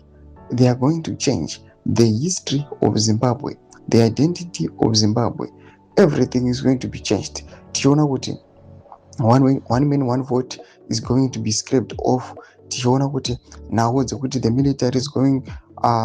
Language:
Shona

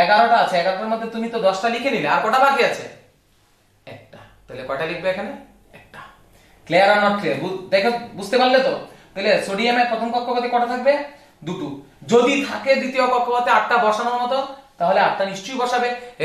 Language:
Bangla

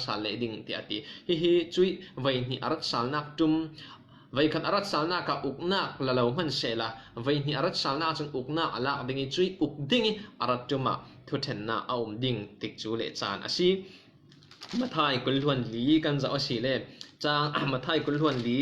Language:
Falam Chin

